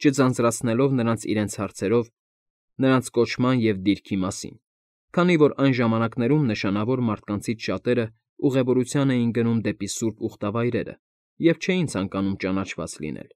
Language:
Armenian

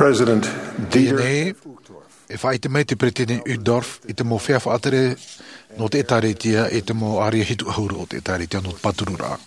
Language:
Tahitian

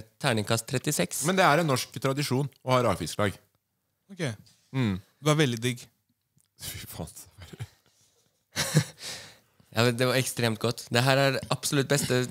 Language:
Norwegian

